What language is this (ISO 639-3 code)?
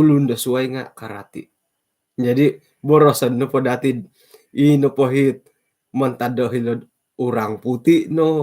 dtp